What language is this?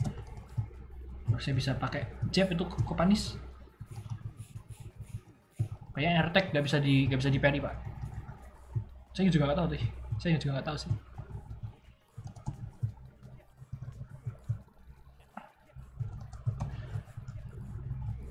Indonesian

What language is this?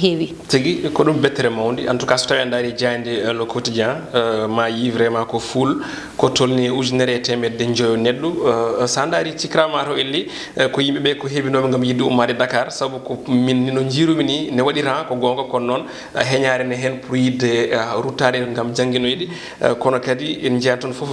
Fula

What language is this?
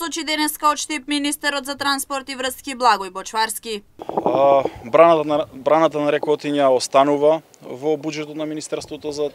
Macedonian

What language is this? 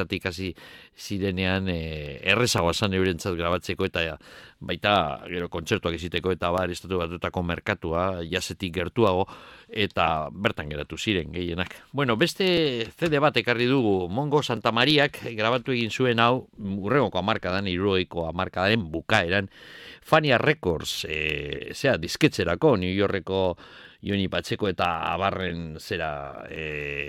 Basque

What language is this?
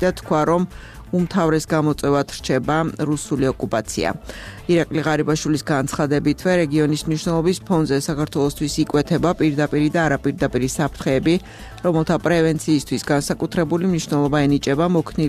Georgian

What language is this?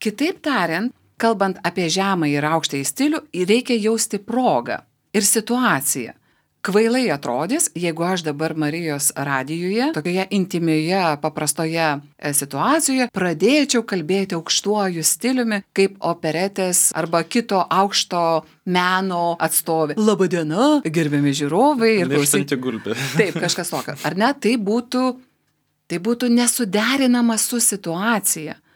Lithuanian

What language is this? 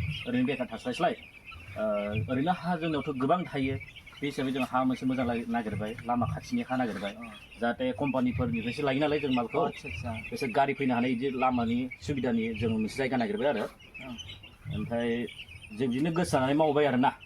Bodo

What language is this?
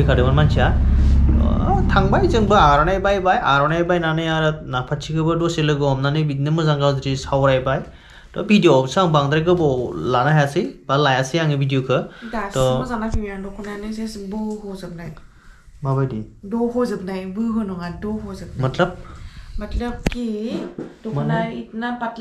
Bodo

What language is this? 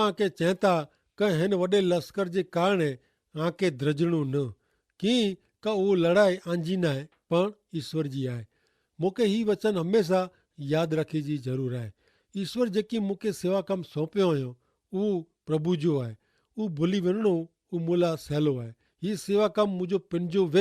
Kachhi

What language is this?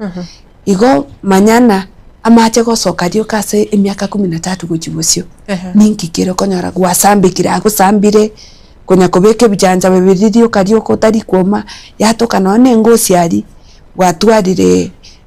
Gusii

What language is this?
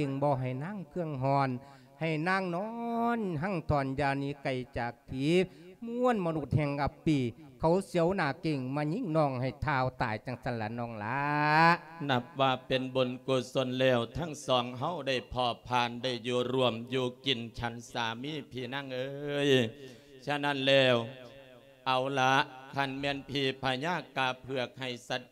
Lao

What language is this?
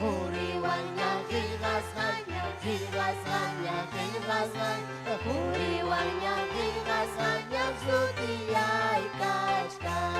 Ayacucho Quechua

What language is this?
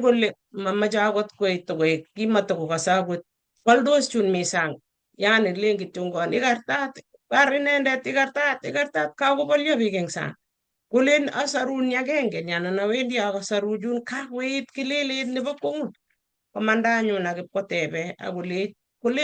Kalenjin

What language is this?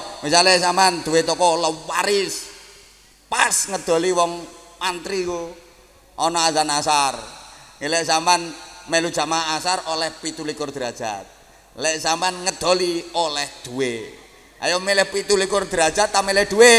Javanese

